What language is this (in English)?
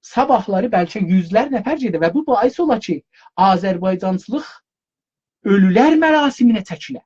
South Azerbaijani